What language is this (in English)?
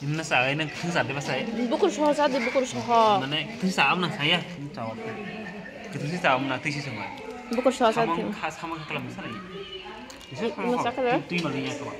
Kok Borok